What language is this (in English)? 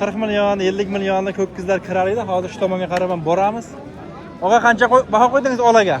Uzbek